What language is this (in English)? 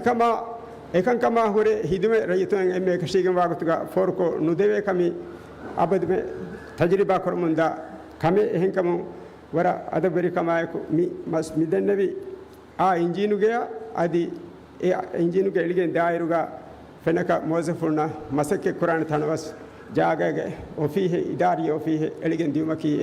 Divehi